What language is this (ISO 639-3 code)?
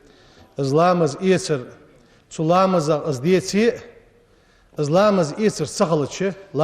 inh